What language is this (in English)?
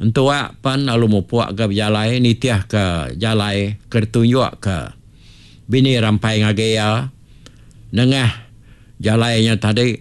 Iban